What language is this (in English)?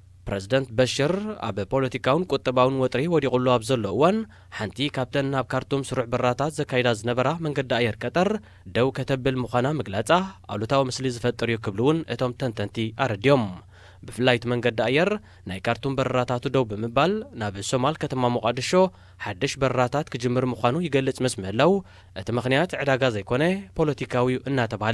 Tigrinya